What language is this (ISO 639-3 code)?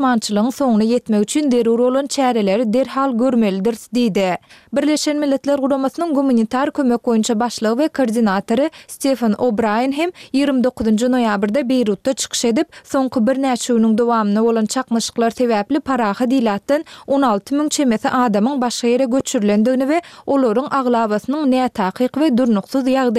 tuk